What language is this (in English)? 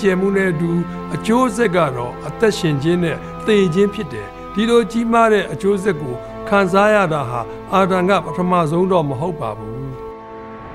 Burmese